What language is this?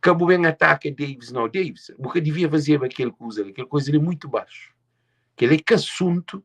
Kabuverdianu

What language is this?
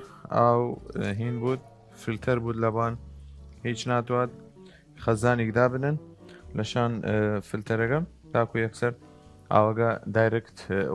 Southern Kurdish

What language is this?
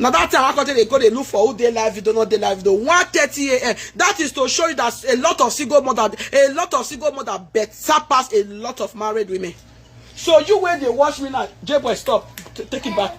Nigerian Pidgin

